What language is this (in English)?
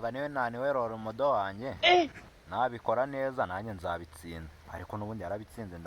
Kinyarwanda